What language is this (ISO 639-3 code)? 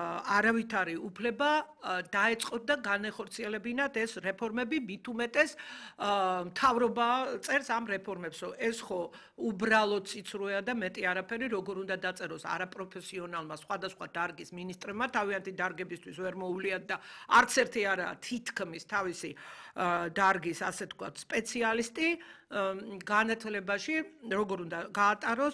kat